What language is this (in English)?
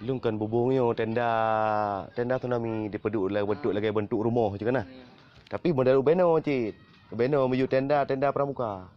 Achinese